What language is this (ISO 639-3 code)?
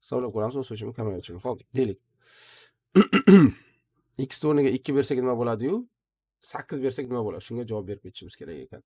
uzb